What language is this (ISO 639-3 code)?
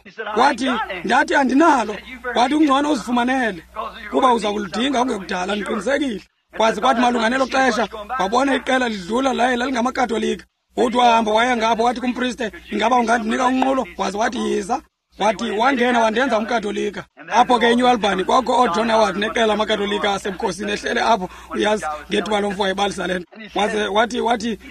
xho